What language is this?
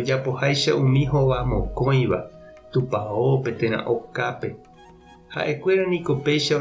Guarani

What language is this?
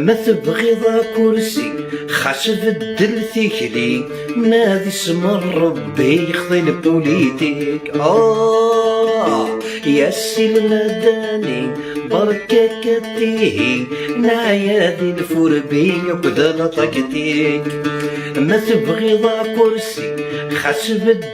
Algerian Arabic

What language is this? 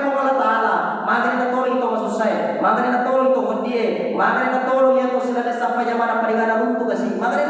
Buginese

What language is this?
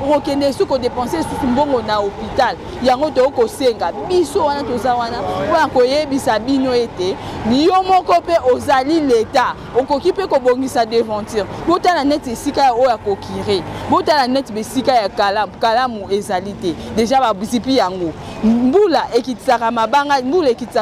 Lingala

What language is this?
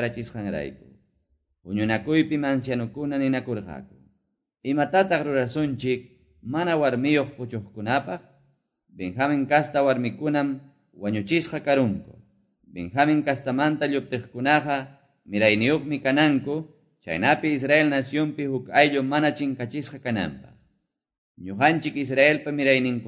Quechua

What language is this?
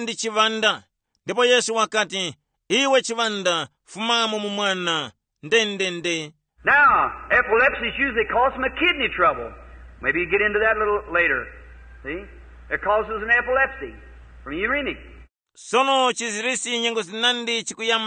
Tumbuka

